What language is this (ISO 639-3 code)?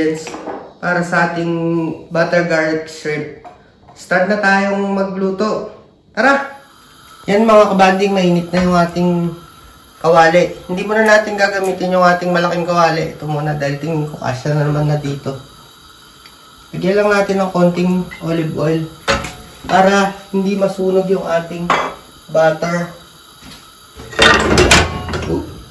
fil